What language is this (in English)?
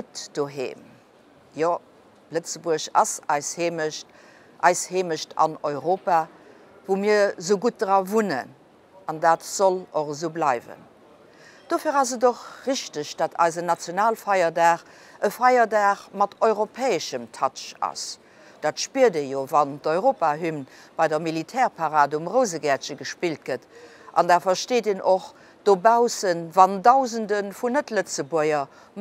Luxembourgish